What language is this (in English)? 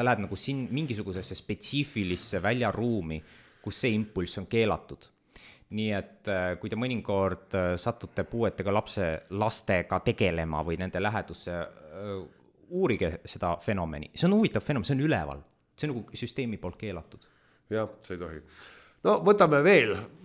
Estonian